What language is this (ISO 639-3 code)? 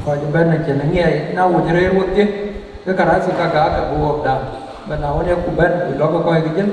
din